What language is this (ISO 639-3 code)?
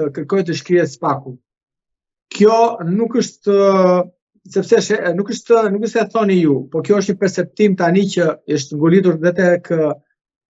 sqi